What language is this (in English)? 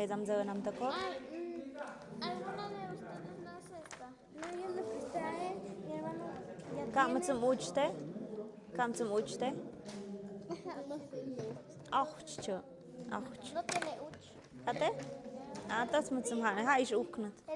Tlahuitoltepec Mixe